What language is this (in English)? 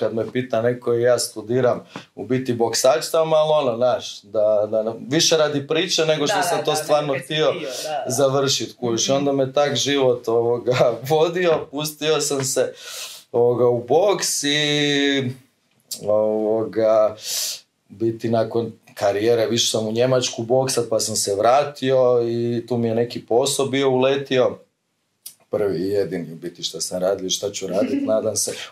Croatian